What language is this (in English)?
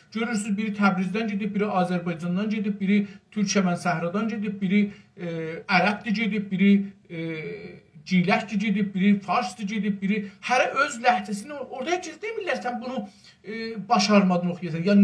South Azerbaijani